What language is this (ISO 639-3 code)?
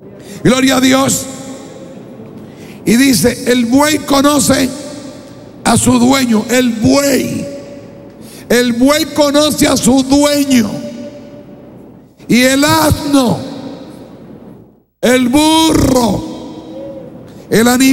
spa